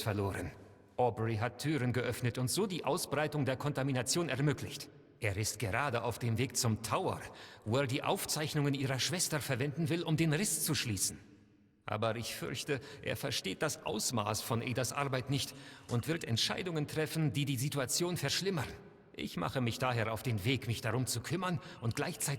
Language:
Bavarian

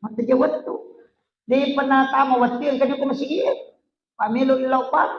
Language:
Buginese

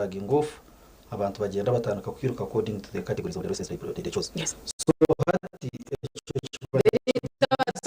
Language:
Nyankole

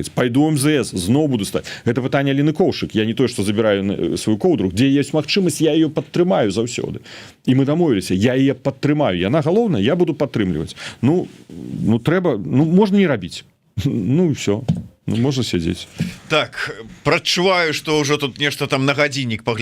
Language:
Belarusian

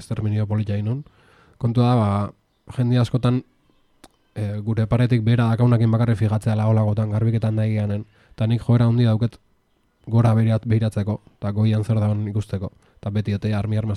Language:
Basque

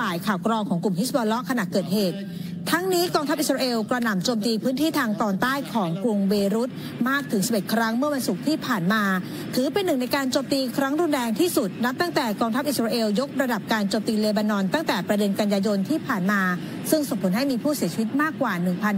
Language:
Thai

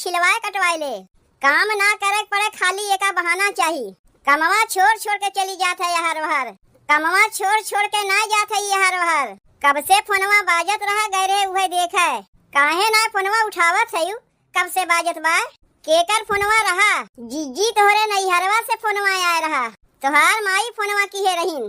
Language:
Awadhi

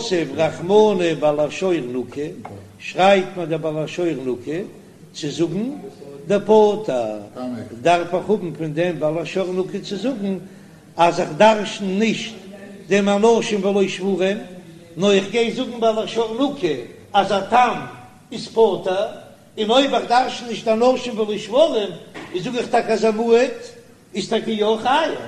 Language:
Yiddish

